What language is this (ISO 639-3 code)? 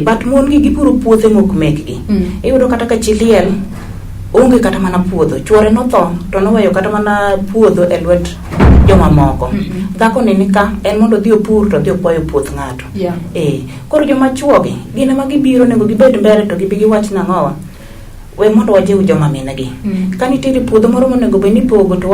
luo